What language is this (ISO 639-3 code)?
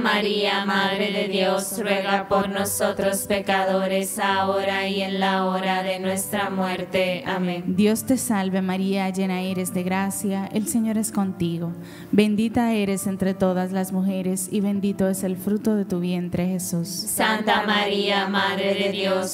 spa